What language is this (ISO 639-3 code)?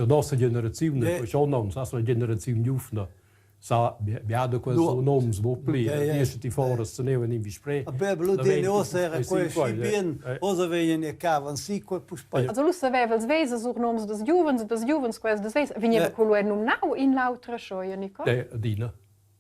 roh